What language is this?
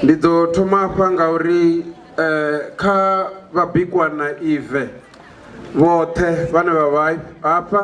Venda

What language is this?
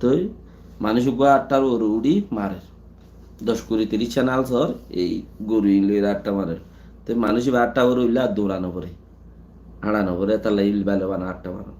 Rohingya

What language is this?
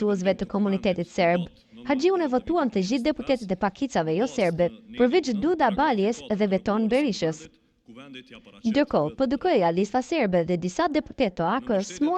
Albanian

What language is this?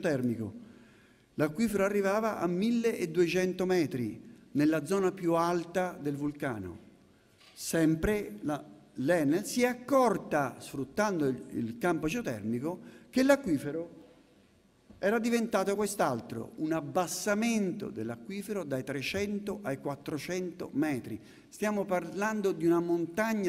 Italian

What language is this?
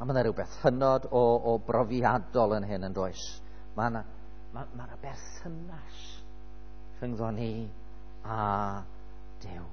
Welsh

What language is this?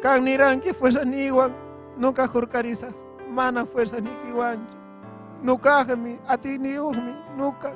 Ayacucho Quechua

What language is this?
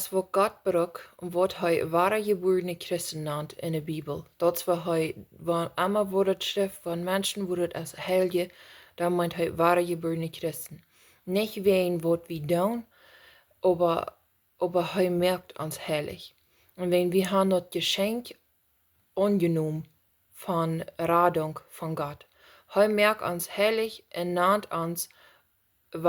Plautdietsch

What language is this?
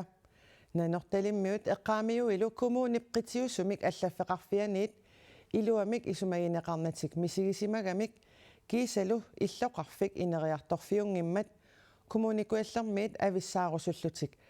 Kalaallisut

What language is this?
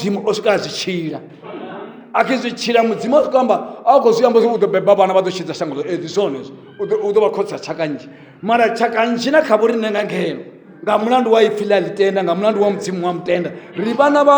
Venda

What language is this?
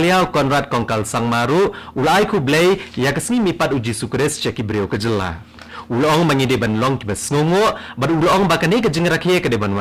Khasi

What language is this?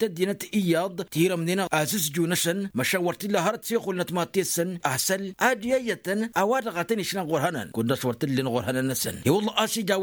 Tamasheq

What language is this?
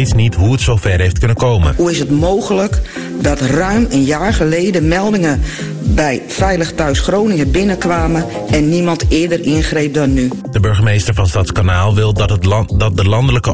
Dutch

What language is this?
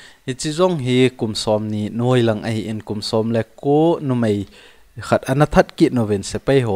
Thado Chin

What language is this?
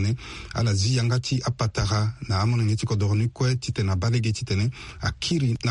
Sango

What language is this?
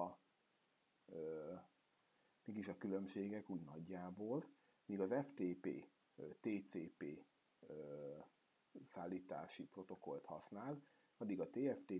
Hungarian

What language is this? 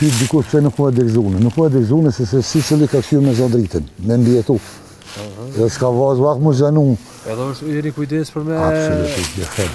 Albanian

